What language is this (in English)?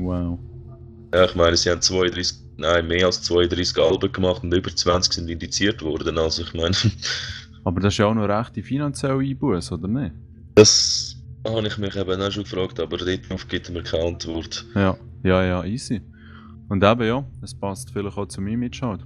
Swiss German